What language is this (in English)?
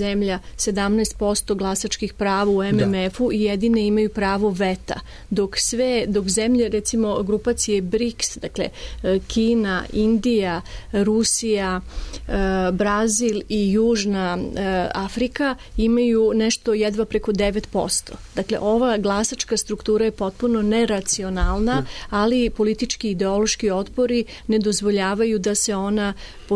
Serbian